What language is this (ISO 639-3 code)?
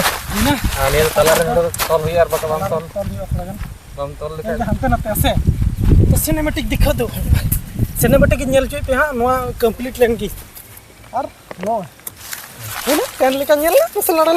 sat